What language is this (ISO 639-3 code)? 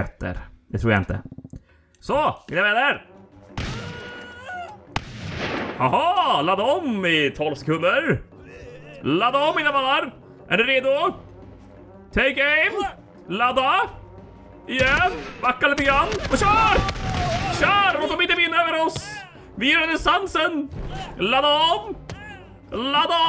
swe